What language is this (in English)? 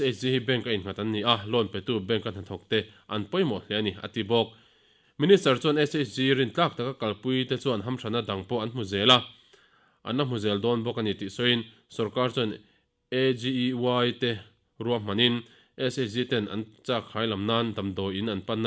Mizo